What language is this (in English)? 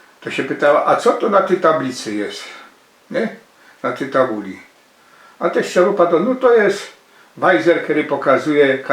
Silesian